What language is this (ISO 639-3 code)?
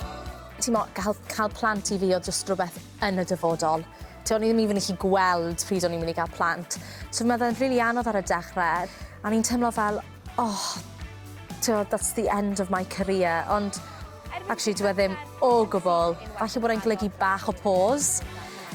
cym